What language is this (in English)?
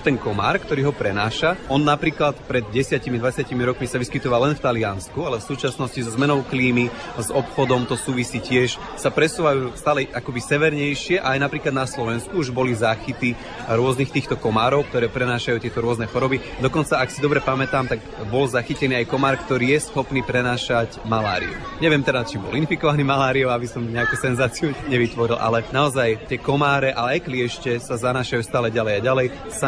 Slovak